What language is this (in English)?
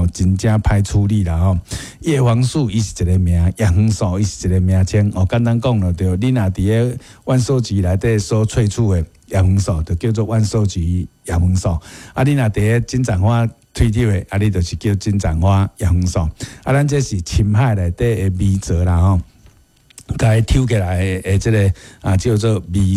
Min Nan Chinese